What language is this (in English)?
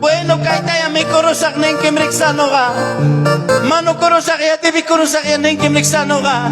Ayacucho Quechua